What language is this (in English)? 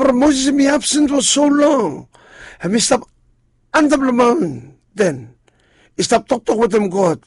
Bislama